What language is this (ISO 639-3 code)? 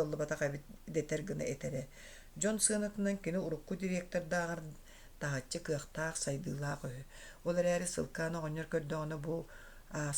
sah